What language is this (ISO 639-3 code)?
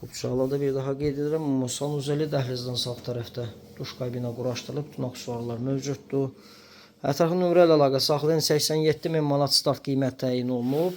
aze